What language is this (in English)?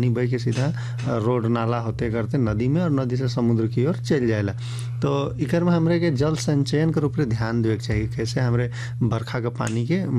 Bhojpuri